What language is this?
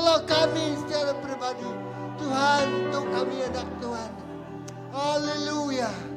Iban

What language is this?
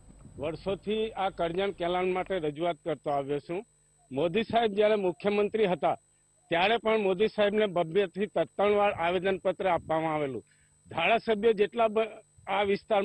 Gujarati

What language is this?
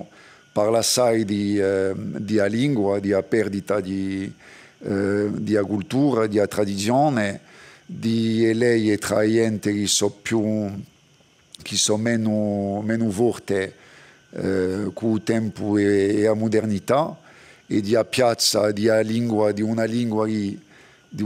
Corsican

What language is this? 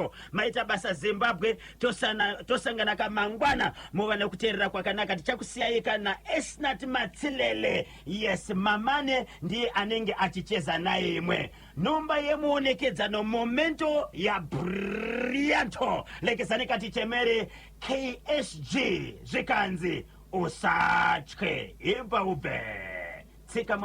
Shona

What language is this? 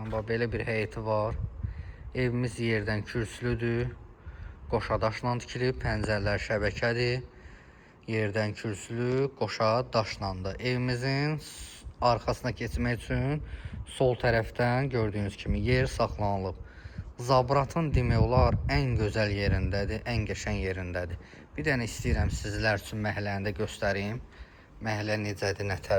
Azerbaijani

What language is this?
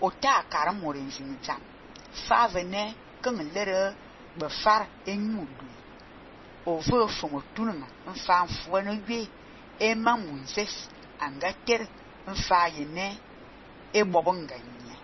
Fang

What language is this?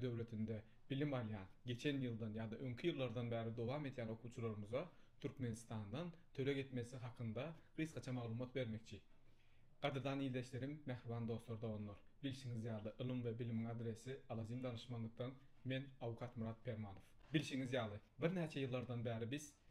Turkmen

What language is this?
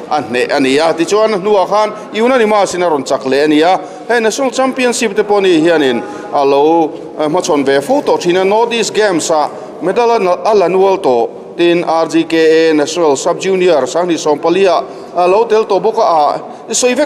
Mizo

